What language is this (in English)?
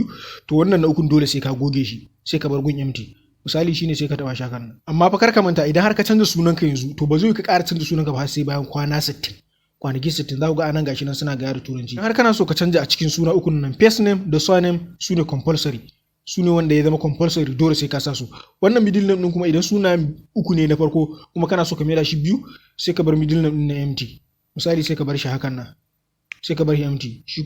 Hausa